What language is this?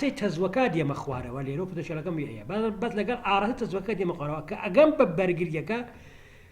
Central Kurdish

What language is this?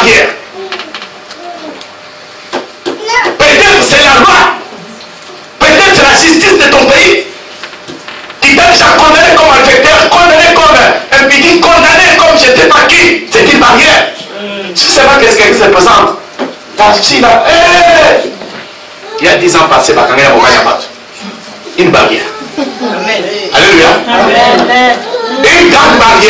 French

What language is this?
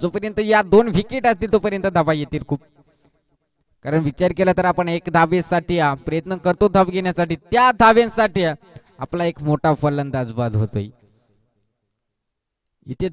Marathi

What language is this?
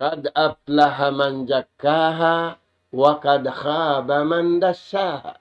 Tausug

